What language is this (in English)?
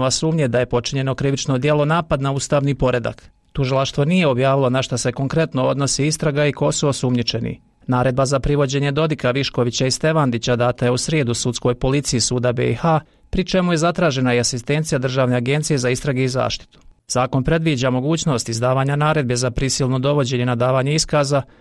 Bosnian